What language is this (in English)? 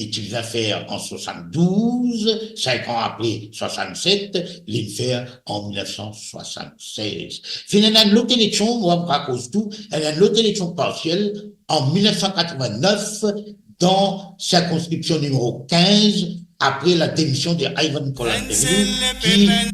Morisyen